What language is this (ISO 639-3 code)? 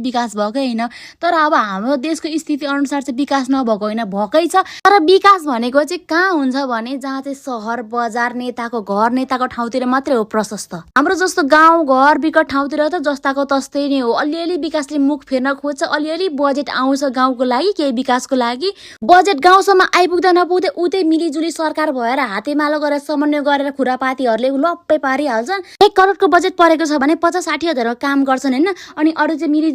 nep